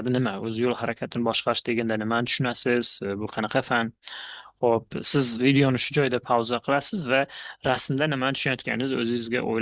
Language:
Uzbek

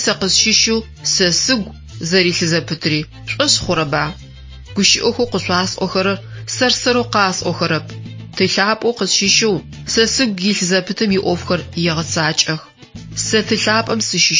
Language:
Adyghe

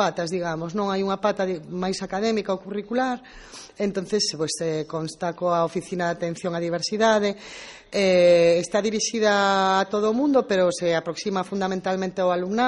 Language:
Galician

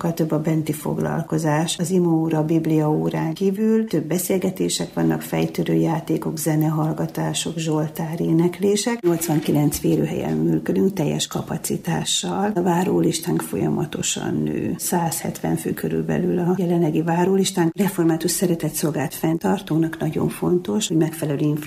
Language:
Hungarian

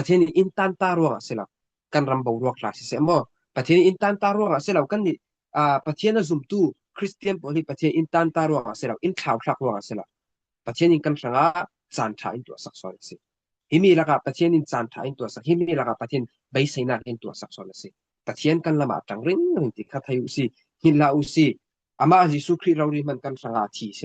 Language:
Falam Chin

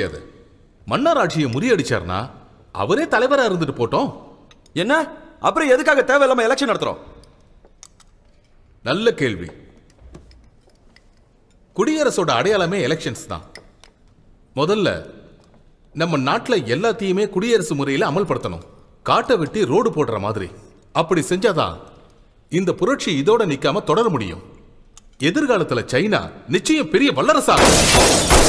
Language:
Tamil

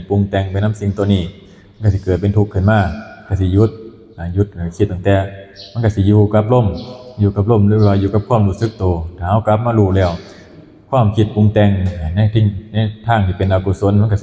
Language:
Northeastern Thai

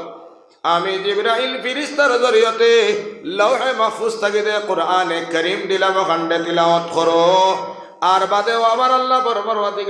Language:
Sylheti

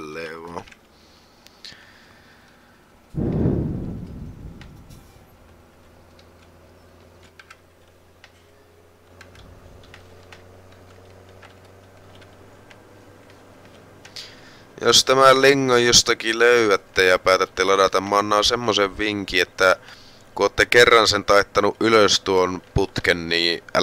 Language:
Finnish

